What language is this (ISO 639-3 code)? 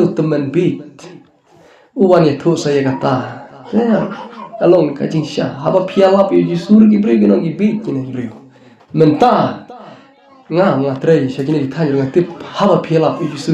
kha